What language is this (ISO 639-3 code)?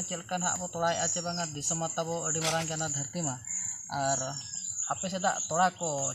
sat